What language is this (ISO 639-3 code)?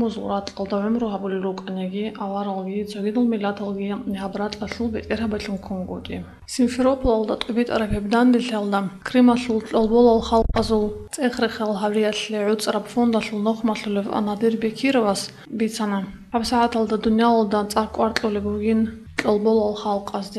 ava